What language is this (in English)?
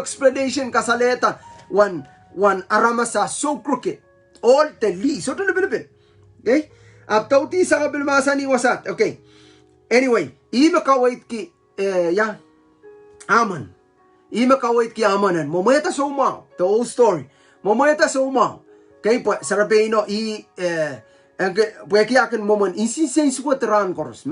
Pohnpeian